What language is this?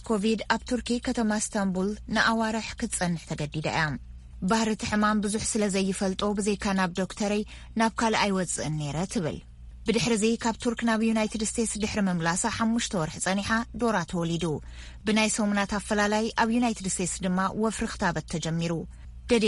Tigrinya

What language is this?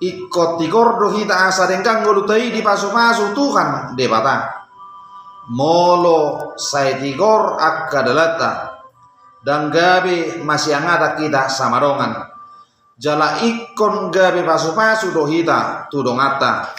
Batak Toba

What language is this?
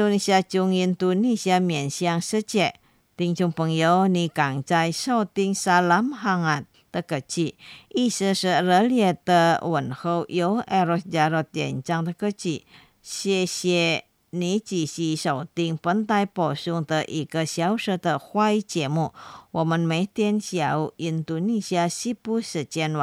Chinese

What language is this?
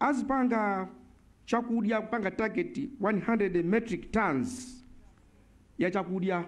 Nyanja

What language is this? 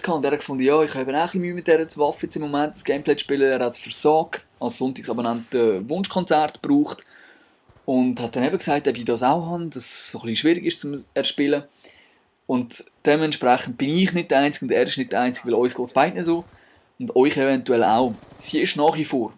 Swiss German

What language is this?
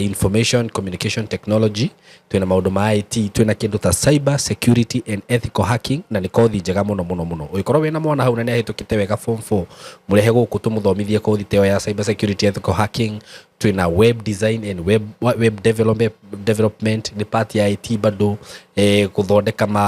Kikuyu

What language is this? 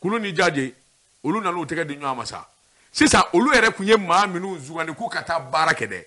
Bambara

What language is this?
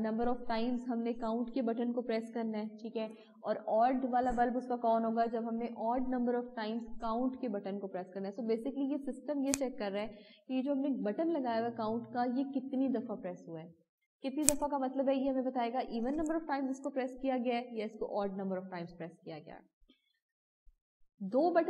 Urdu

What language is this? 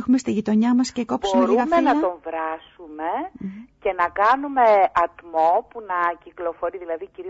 Greek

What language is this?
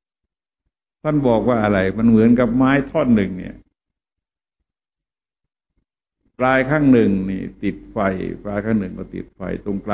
Thai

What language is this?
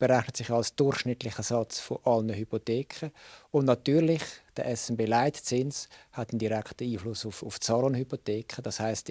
Swiss German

